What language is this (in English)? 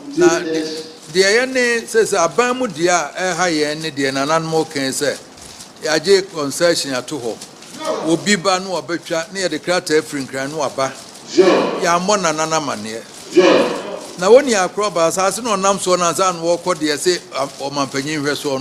Akan